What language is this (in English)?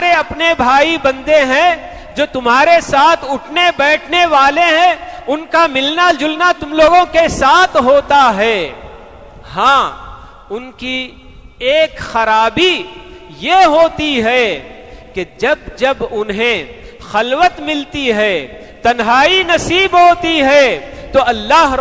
Urdu